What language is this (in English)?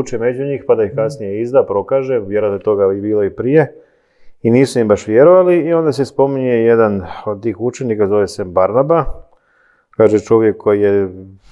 Croatian